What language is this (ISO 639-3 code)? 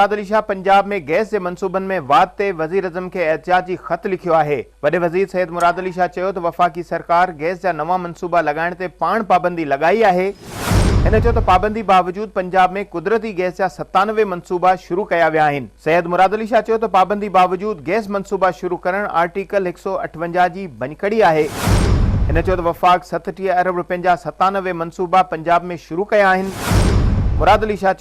snd